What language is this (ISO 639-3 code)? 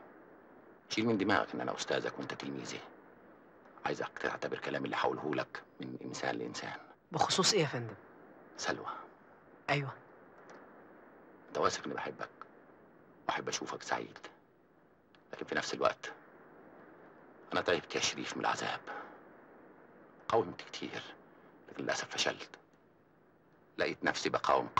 arz